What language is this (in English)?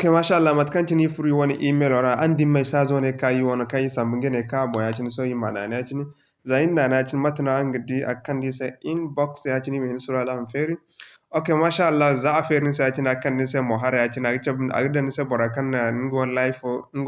Zarma